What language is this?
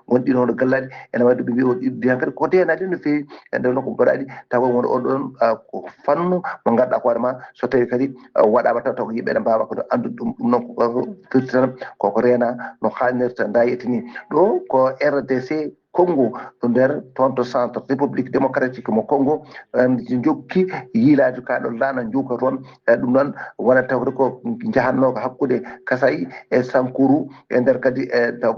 Fula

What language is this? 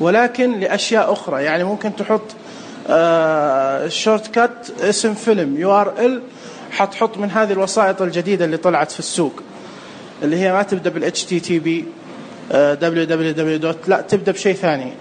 Najdi Arabic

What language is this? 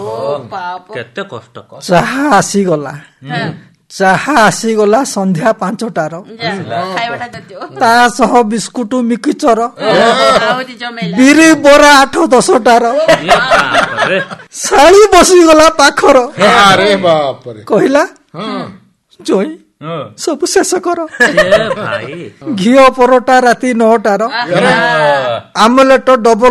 Odia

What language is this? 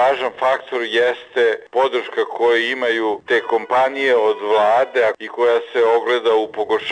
Serbian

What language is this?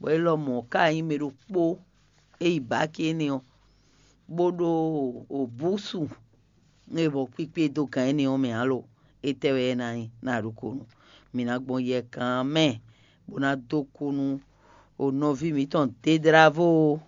Fon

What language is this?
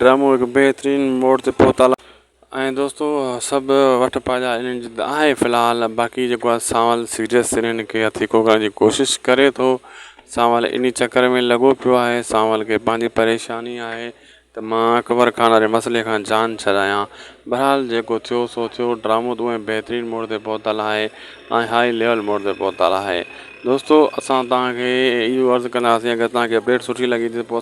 Sindhi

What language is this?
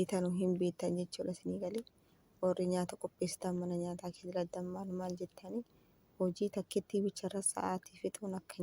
Oromo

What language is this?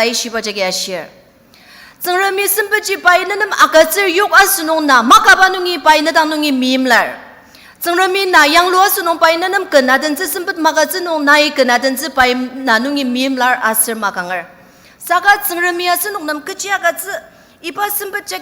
Ao Naga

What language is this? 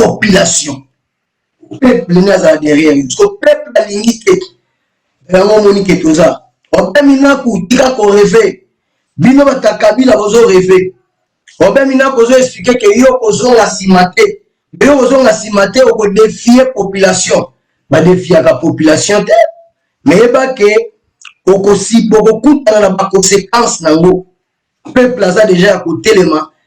Lingala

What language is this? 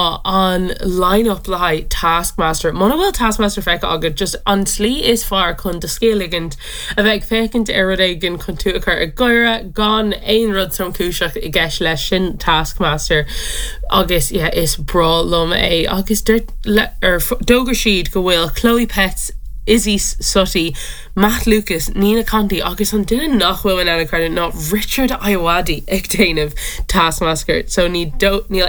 Irish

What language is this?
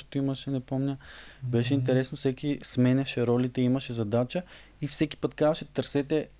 Bulgarian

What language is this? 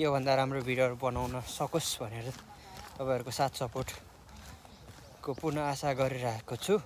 Nepali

